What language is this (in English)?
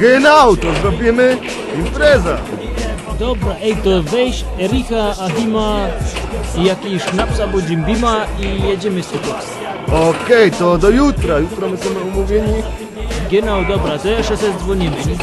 Silesian